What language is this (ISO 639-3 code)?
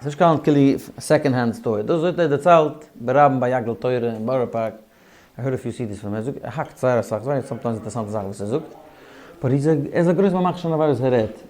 yid